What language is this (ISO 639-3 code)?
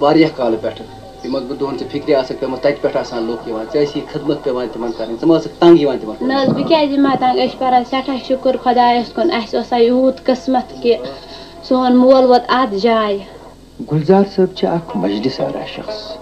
kas